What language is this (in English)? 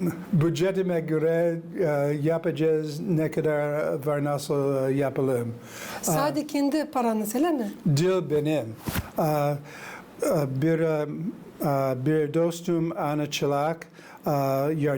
Gagauz